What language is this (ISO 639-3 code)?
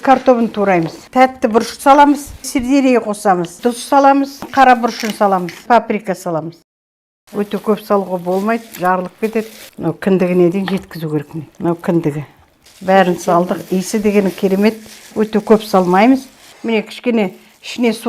kaz